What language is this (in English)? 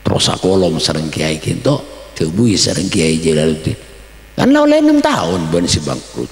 Madurese